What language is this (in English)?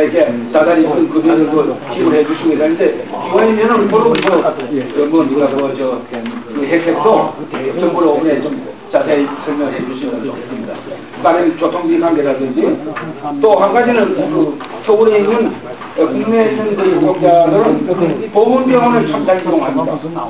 Korean